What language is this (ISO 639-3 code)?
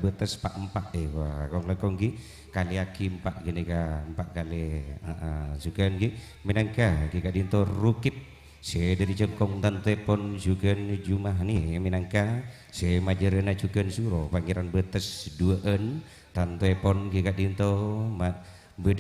mad